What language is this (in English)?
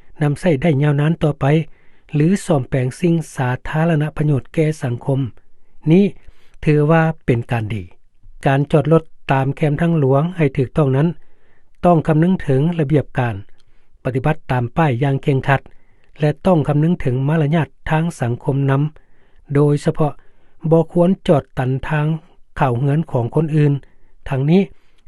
Lao